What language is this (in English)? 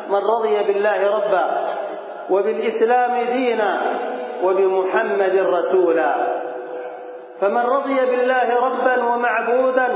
Arabic